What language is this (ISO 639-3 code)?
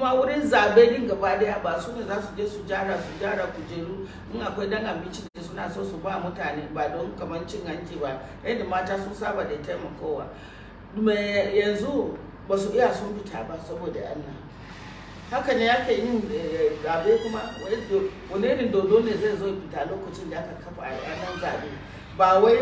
hau